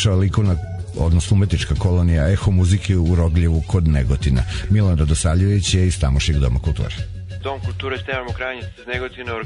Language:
Serbian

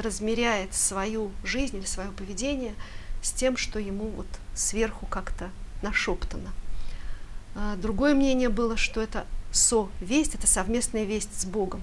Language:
Russian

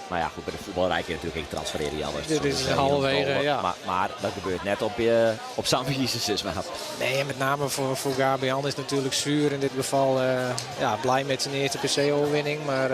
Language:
Western Frisian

